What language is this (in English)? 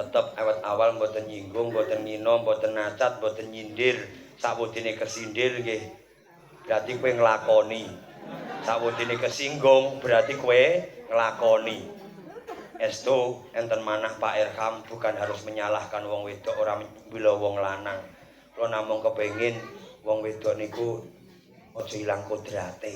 Javanese